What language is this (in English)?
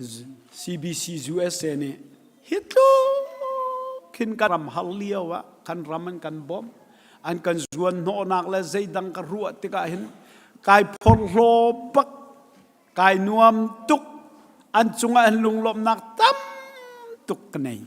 Hakha Chin